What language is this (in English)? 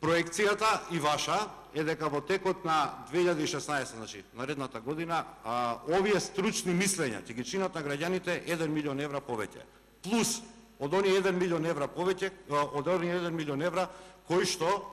Macedonian